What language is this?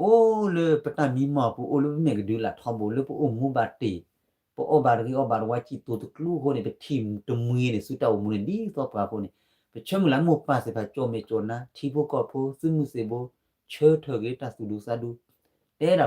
S'gaw Karen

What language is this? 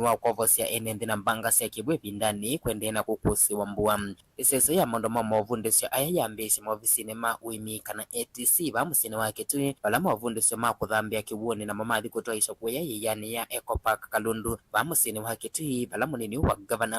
Kamba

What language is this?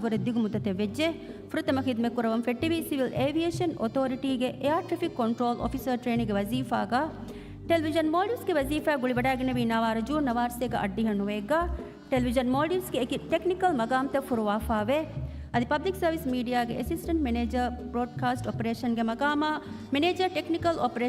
Divehi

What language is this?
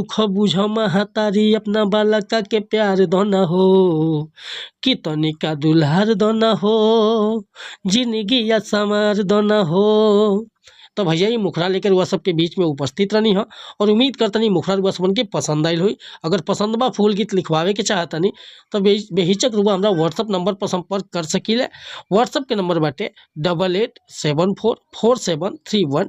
Bhojpuri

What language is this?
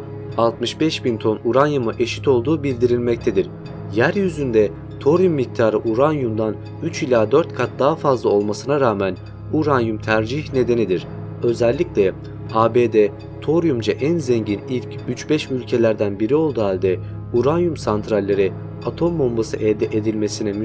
Turkish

